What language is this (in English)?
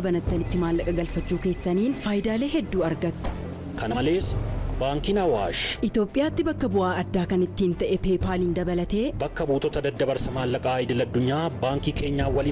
Oromo